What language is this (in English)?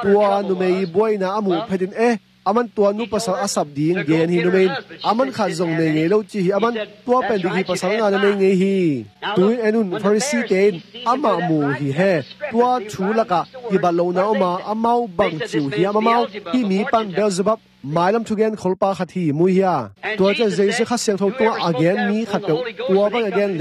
Tedim Chin